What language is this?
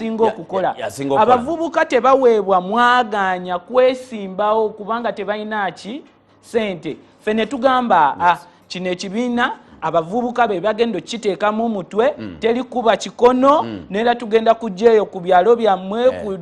Ganda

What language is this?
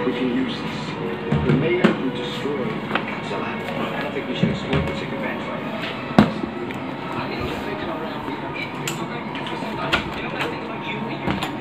Filipino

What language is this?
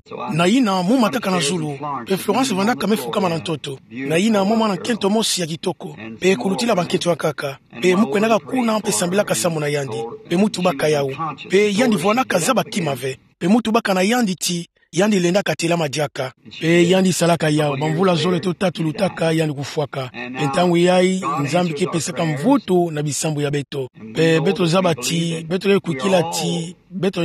Kituba (Democratic Republic of Congo)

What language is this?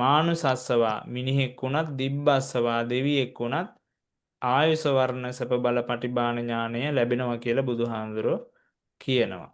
Sinhala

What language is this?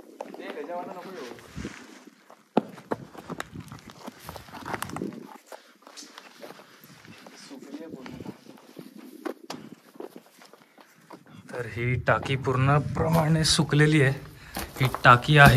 Marathi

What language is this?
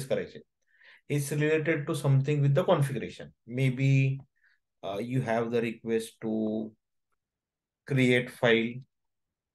Marathi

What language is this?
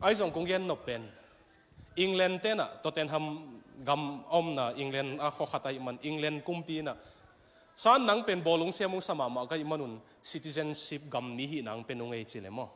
Tedim Chin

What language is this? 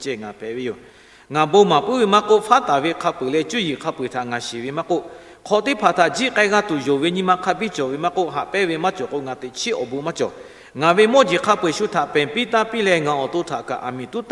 Lahu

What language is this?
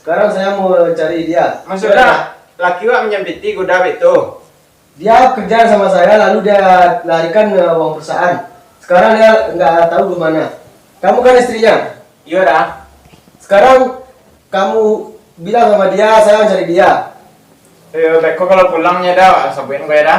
Minangkabau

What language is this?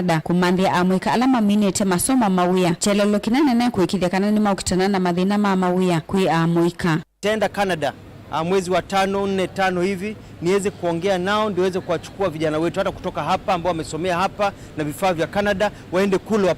Kamba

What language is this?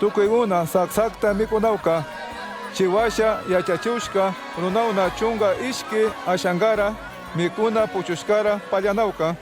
Chimborazo Highland Quichua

